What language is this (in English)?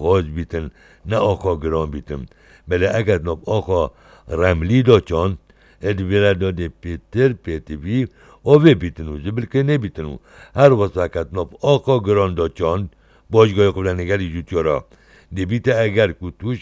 Kurdish